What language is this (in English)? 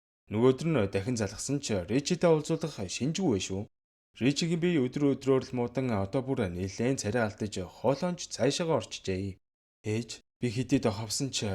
Mongolian